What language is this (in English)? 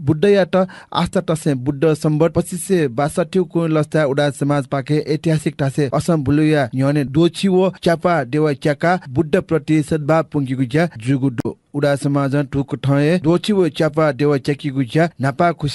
Newari